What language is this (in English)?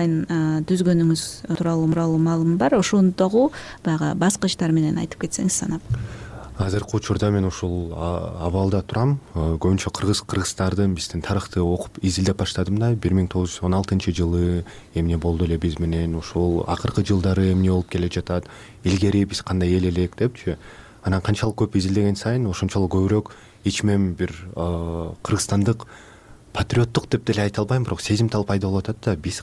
Kyrgyz